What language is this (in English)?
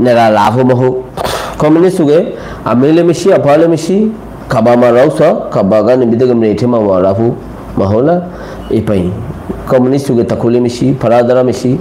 Rohingya